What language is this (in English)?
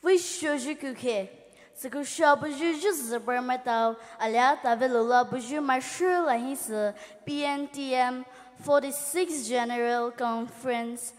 Poumei Naga